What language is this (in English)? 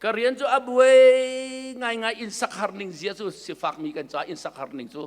Hakha Chin